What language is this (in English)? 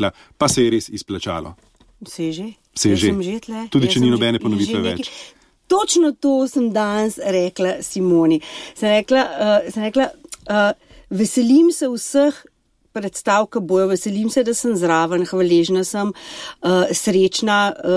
Slovenian